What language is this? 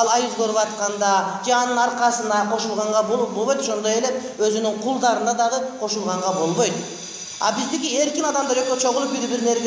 Kyrgyz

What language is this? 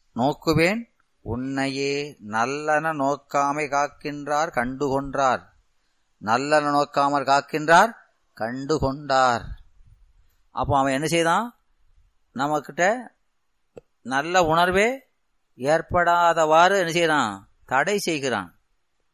Tamil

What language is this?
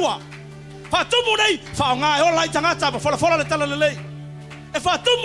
Samoan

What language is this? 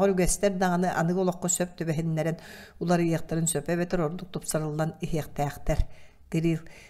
Yakut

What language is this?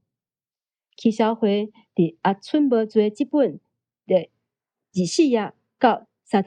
Min Nan Chinese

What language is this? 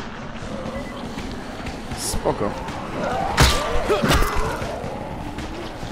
Polish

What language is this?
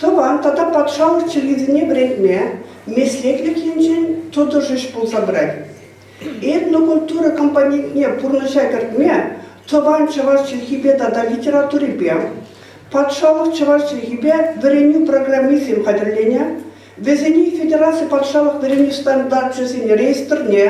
Chuvash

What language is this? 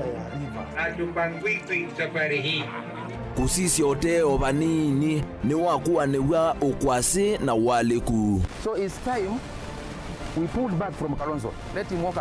Kamba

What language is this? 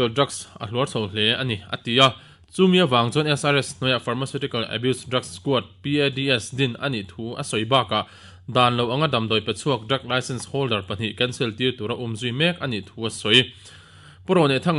Mizo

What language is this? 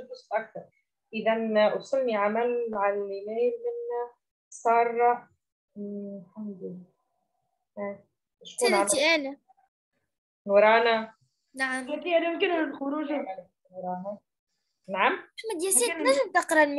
Arabic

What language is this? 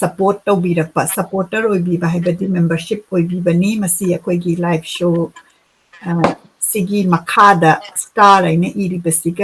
Manipuri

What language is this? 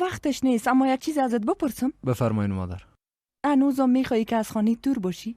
Persian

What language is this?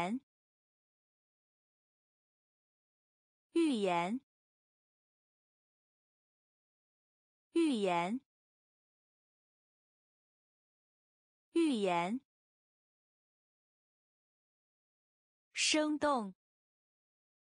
Chinese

